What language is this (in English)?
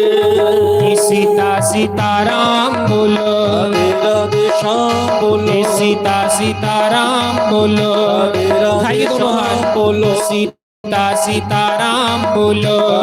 Dogri